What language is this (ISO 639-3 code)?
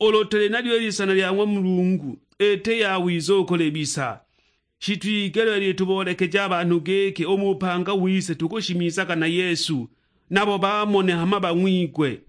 suk